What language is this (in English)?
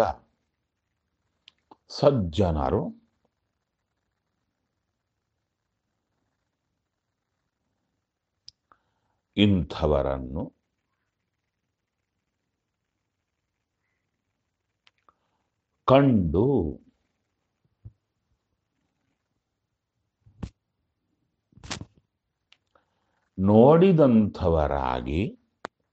Kannada